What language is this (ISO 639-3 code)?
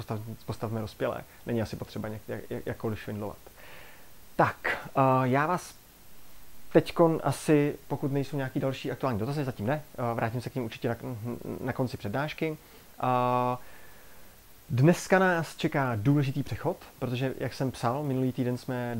ces